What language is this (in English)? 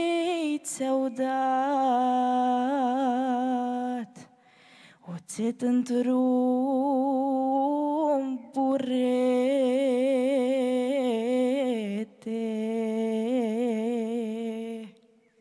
Romanian